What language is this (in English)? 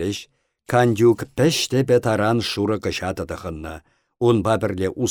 Chuvash